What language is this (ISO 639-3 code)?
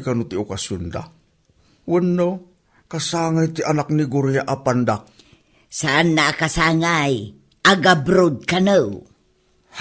ilo